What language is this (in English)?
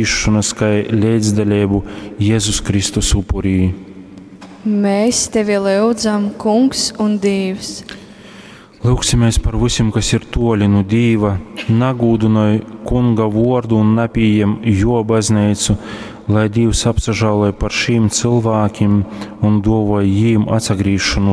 Latgalian